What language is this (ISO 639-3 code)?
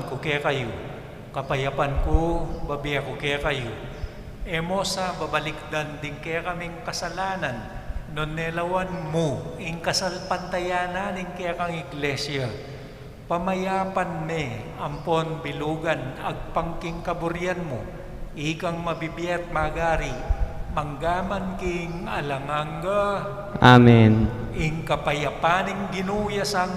pam